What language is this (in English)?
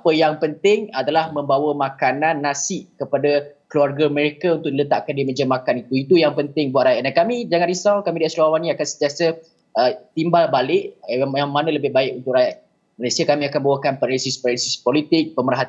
Malay